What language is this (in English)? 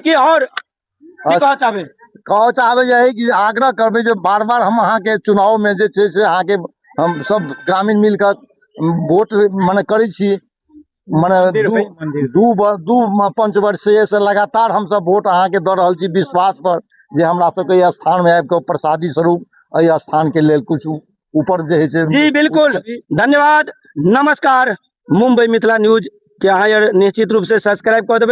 Maithili